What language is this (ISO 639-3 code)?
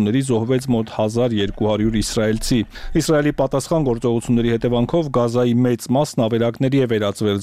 hye